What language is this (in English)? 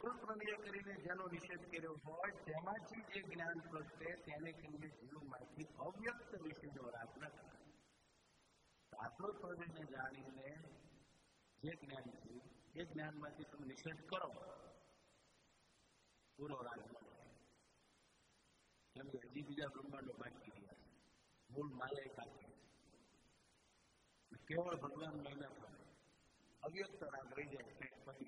Gujarati